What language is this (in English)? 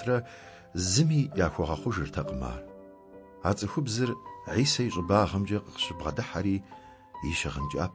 Kabardian